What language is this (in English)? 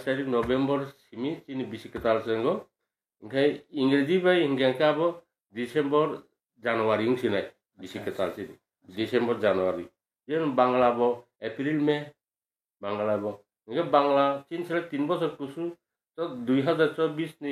Kok Borok